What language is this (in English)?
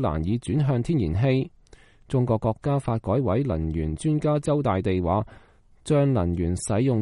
Cantonese